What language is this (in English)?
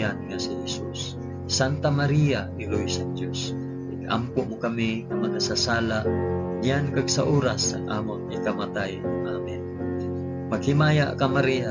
Hiligaynon